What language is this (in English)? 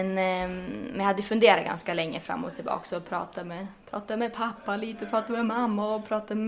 Swedish